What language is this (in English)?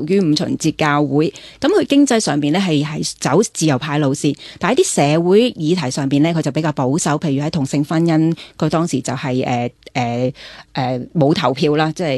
Cantonese